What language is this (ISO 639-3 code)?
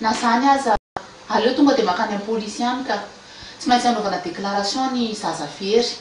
mlg